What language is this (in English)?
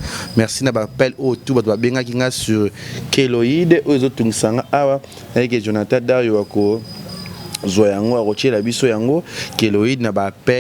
Lingala